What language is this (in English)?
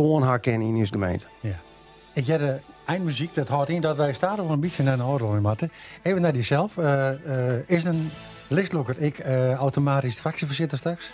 Western Frisian